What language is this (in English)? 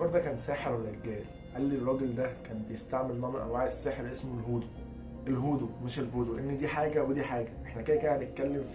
Egyptian Arabic